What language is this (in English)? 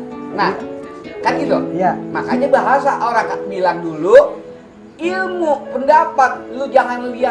Betawi